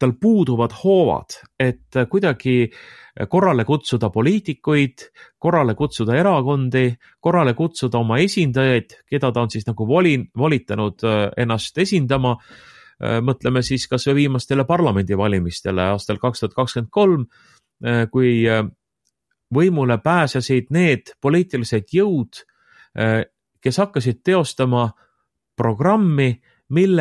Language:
Estonian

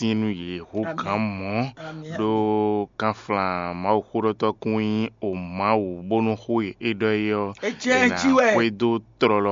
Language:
Fon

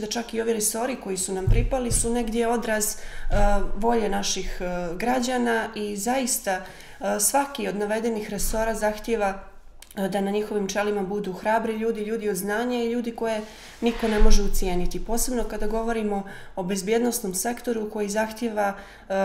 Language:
Bosnian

